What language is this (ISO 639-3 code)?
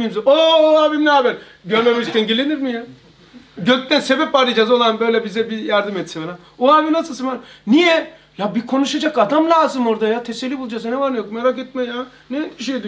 tur